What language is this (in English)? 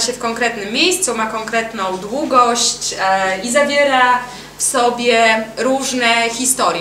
Polish